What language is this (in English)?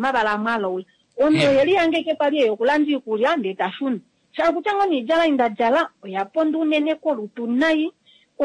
Kuanyama